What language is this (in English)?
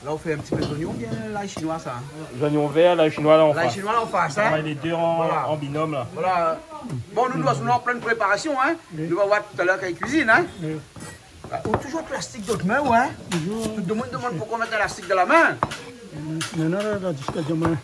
Réunion Creole French